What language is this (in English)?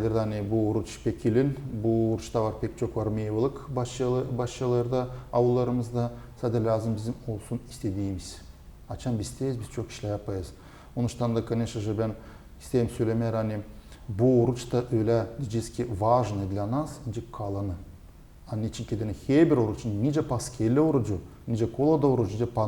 Gagauz